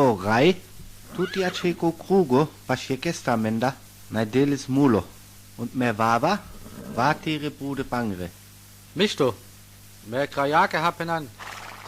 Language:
Sinte Romani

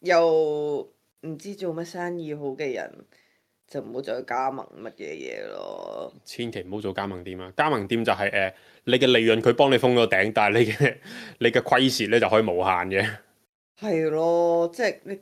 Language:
Cantonese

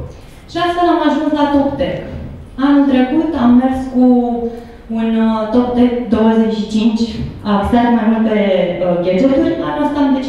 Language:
Romanian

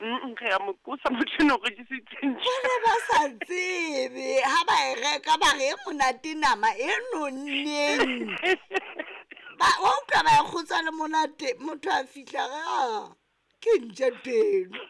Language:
Southern Sotho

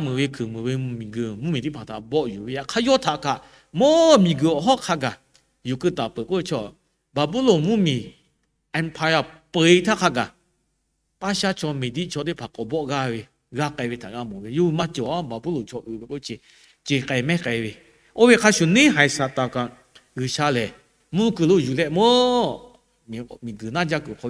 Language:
Lahu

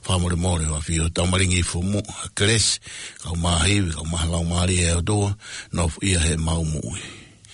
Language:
Tongan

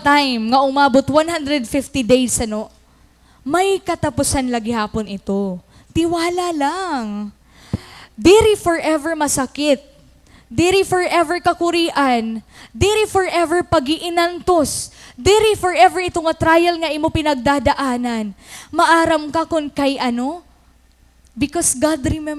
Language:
Waray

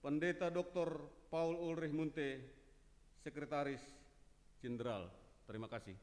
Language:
Batak Simalungun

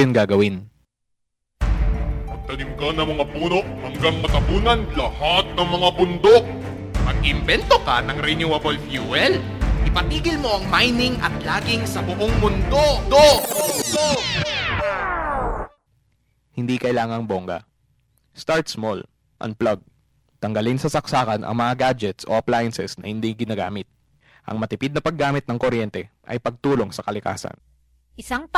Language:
Filipino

